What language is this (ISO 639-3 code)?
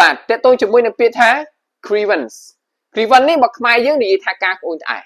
khm